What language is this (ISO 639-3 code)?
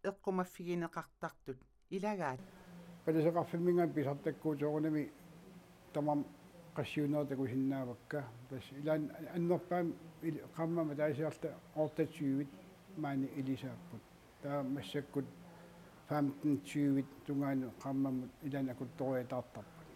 kal